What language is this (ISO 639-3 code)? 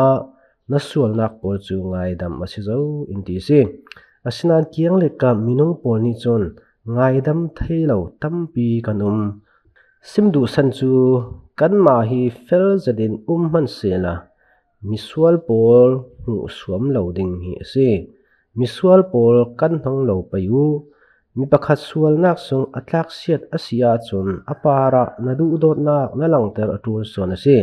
cfm